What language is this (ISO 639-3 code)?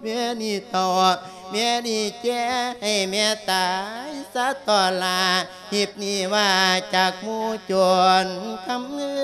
lao